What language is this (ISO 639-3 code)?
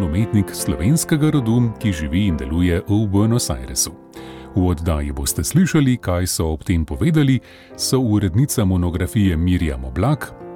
slv